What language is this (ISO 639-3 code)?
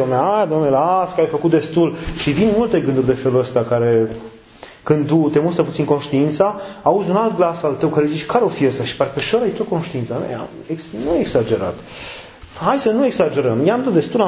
ron